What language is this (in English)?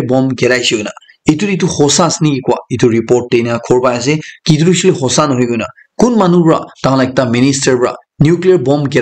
Naga Pidgin